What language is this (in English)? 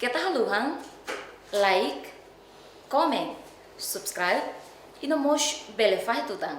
Tetum